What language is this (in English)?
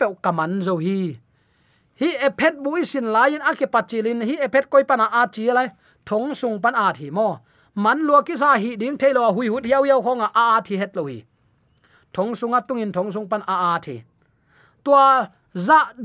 Tedim Chin